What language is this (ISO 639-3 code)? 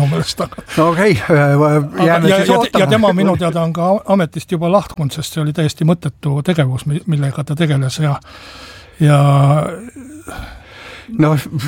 est